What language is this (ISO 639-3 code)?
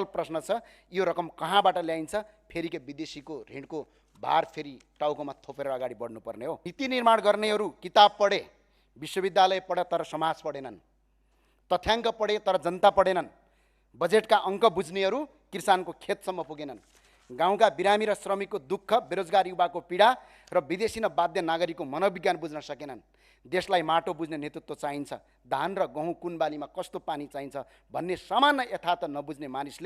nep